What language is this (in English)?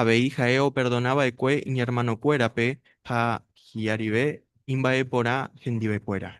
Guarani